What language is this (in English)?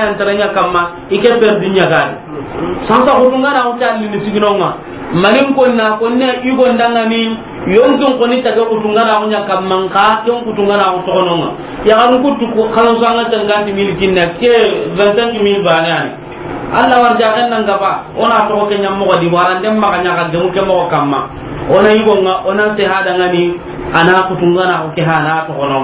Soninke